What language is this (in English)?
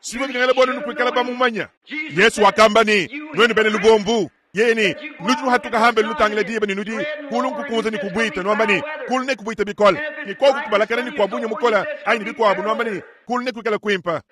Luba-Lulua